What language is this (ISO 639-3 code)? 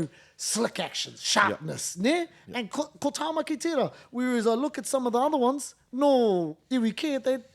mri